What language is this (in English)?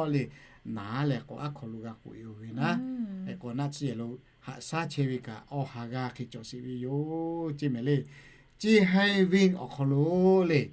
Lahu